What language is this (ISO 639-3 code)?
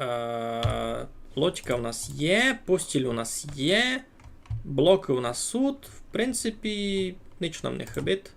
rue